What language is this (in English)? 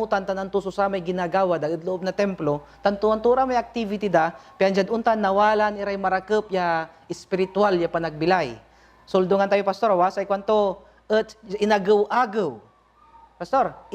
Pangasinan